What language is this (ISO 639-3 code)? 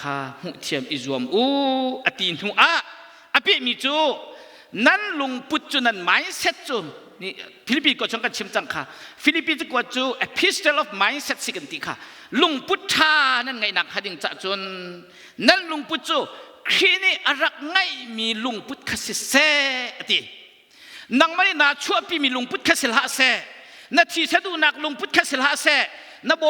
cnh